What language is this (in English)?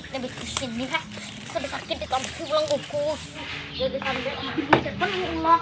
Banjar